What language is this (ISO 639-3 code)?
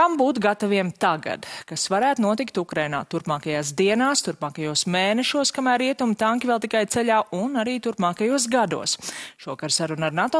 lav